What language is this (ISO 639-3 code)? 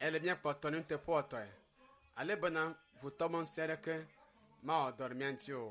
ewe